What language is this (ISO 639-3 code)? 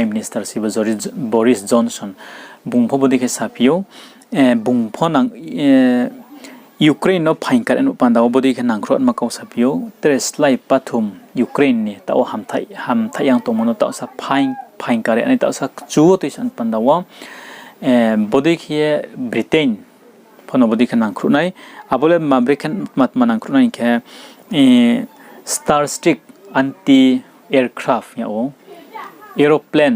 ria